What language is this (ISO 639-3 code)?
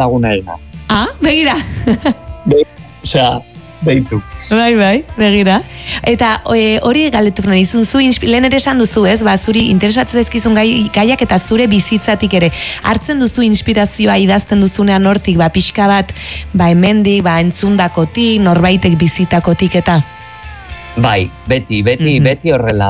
eus